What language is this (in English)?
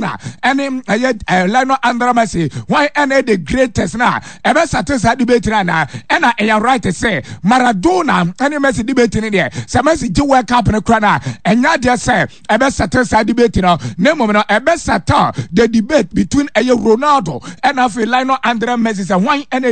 Akan